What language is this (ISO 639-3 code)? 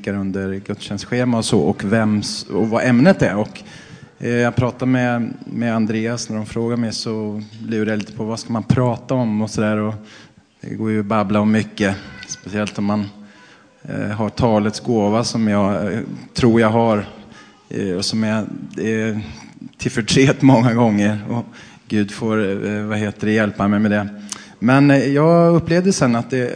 swe